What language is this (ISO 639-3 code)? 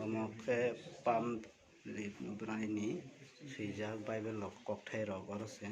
trp